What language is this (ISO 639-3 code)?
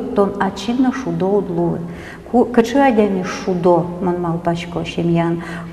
udm